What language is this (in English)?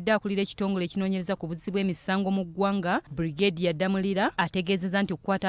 Ganda